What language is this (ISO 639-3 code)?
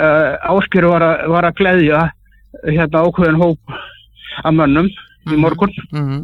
isl